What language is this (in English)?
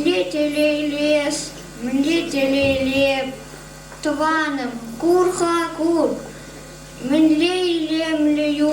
Chuvash